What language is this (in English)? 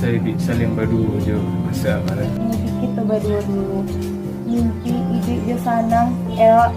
Minangkabau